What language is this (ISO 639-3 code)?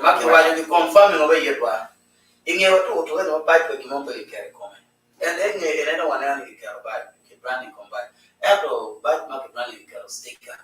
ach